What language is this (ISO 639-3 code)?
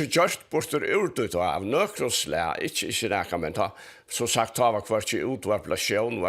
fao